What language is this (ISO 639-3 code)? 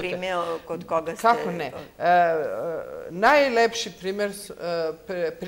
srp